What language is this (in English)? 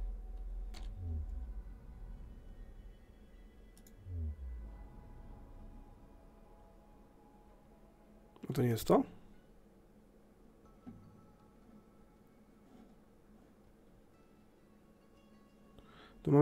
Polish